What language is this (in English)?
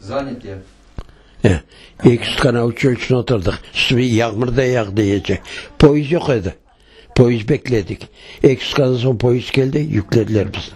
Crimean Tatar